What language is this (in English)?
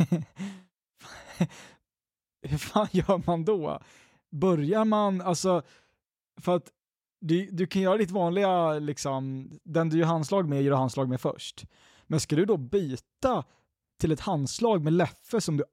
Swedish